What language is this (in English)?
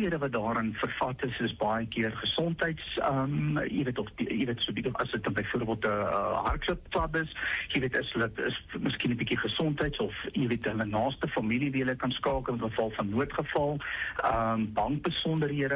Afrikaans